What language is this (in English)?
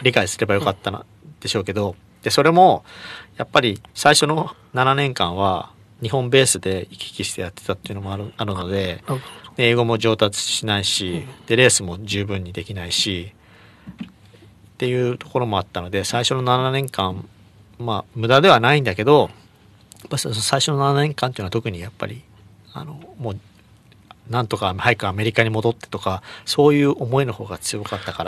Japanese